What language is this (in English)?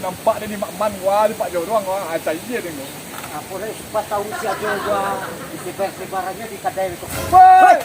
Minangkabau